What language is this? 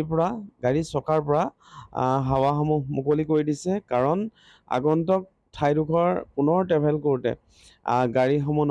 Assamese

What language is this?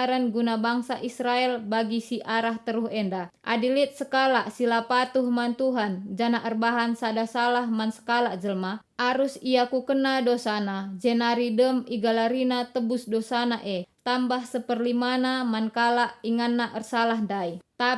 Batak Karo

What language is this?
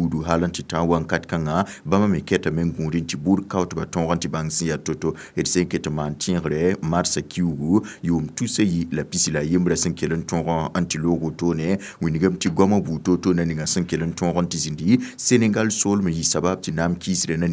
Mossi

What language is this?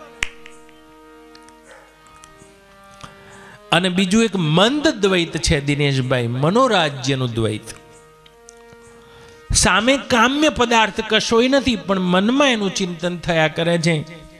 Gujarati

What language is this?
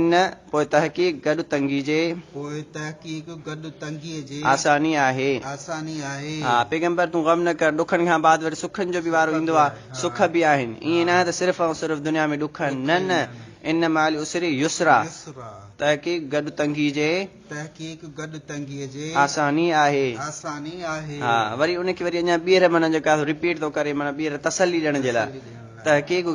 Sindhi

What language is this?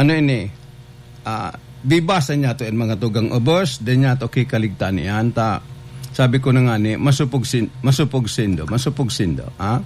Bikol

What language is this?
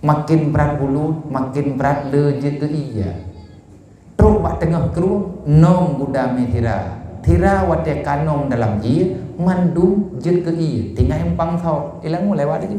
Achinese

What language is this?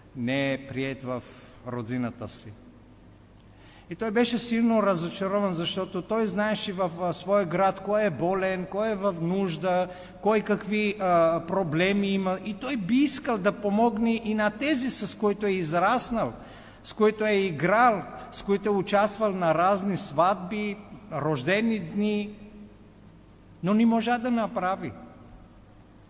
Bulgarian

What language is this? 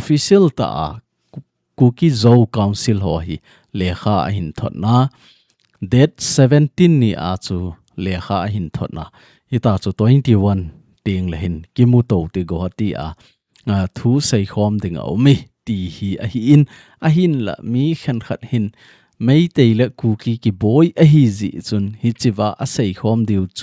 Thado Chin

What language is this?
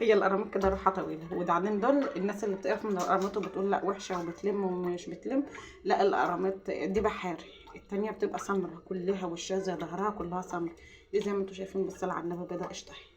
Egyptian Arabic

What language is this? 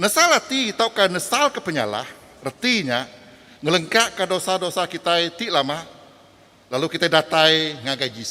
Iban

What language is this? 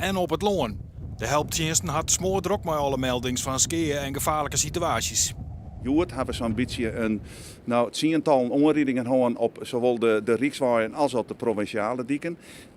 Western Frisian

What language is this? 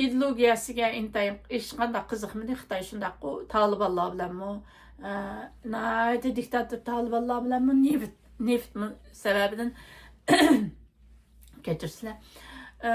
Uyghur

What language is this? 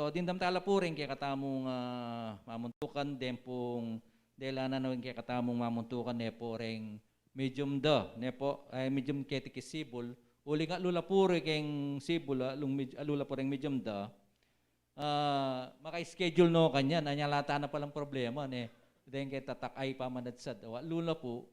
Pampanga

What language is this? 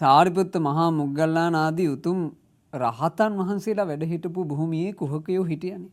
Sinhala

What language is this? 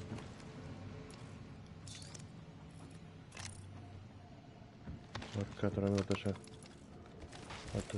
Italian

